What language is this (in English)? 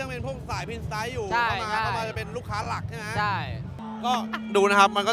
Thai